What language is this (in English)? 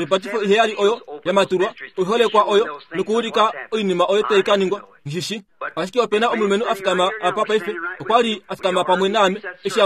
Kuanyama